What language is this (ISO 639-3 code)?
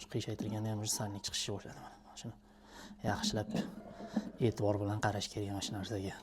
uzb